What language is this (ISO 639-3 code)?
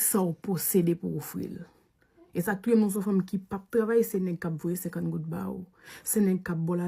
hat